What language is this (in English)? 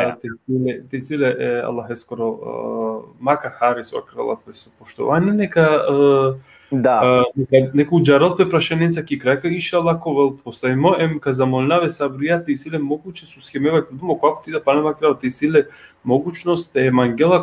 Balkan Romani